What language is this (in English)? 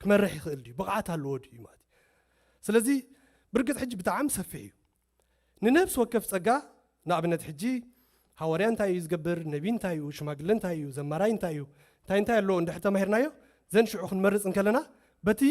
Tigrinya